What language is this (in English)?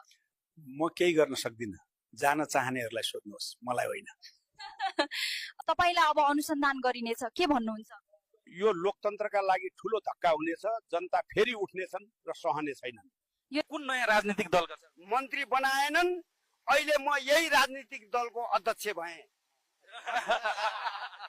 Nepali